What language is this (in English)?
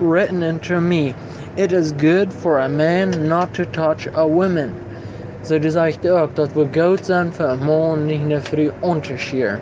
Plautdietsch